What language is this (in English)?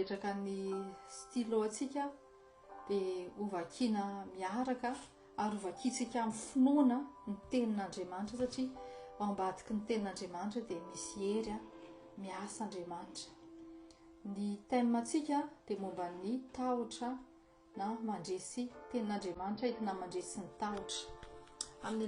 Malagasy